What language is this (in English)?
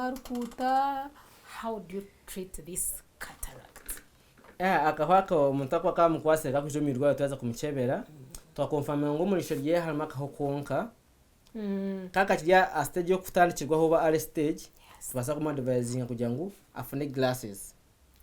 Nyankole